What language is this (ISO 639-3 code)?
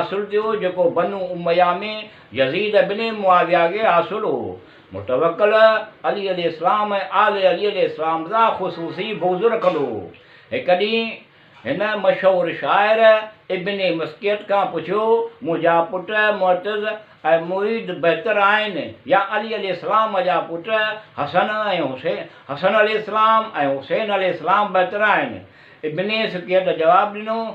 snd